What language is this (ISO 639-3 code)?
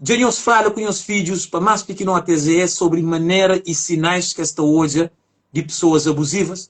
kea